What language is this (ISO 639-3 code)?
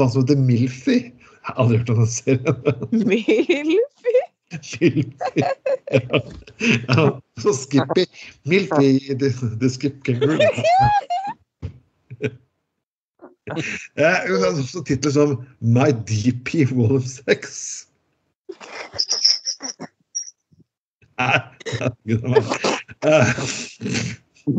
nor